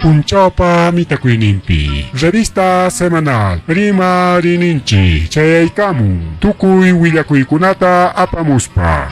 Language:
Ayacucho Quechua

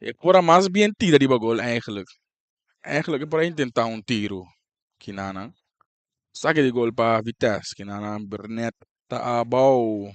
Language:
Papiamento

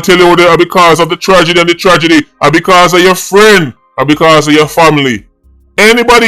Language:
Jamaican Creole English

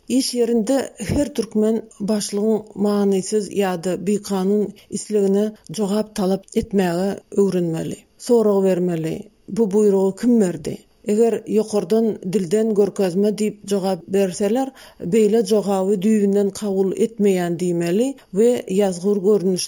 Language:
Turkmen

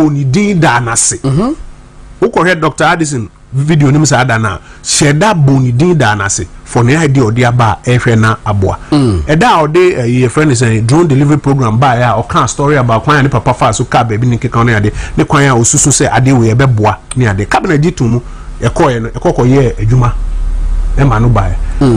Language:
Akan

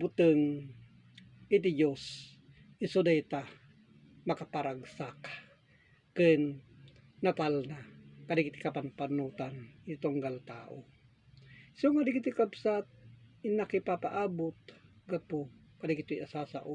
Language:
Iloko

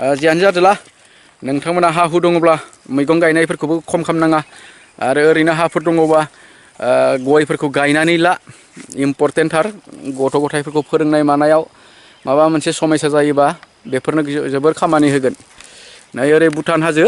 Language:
Bodo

